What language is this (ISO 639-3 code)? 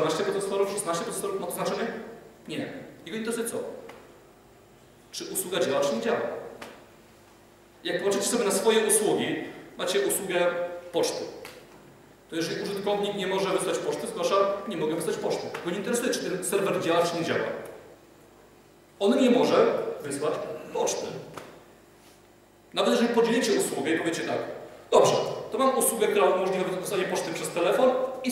pol